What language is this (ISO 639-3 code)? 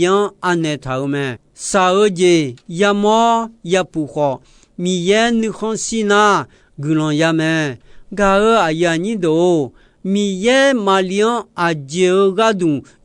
ahk